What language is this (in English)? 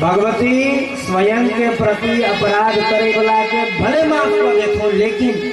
Maithili